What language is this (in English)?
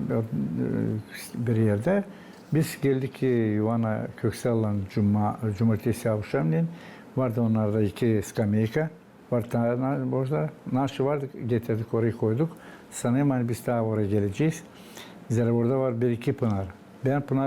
Gagauz